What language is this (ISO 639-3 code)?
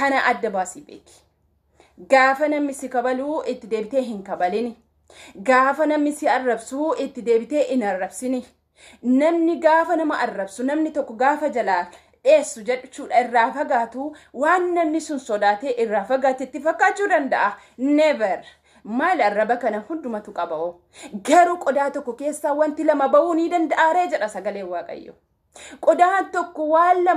orm